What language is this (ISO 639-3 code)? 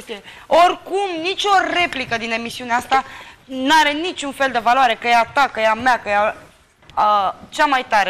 ron